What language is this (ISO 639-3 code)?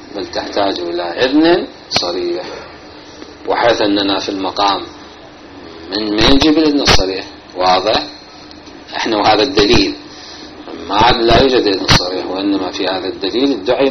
ara